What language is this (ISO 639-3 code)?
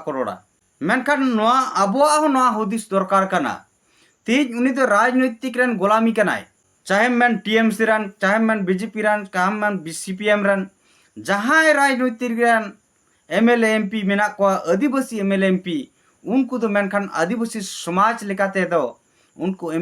sat